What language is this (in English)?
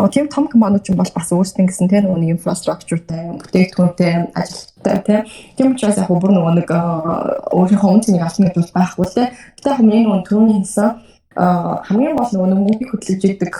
Mongolian